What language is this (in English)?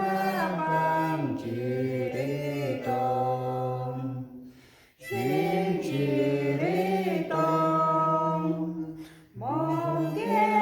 Central Mnong